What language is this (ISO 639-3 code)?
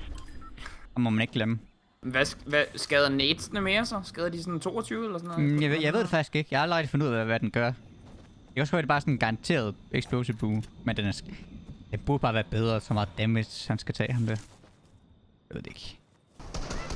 dan